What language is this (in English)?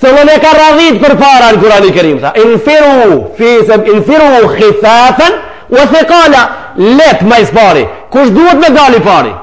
Albanian